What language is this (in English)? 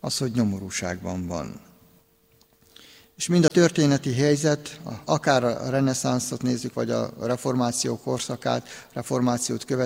Hungarian